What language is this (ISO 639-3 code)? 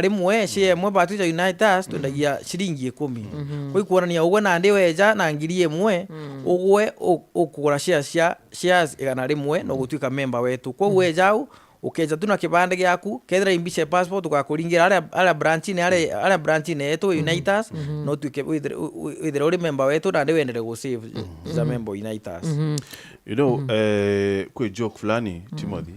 mer